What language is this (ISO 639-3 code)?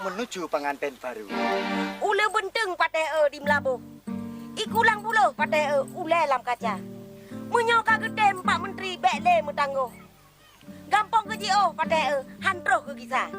ace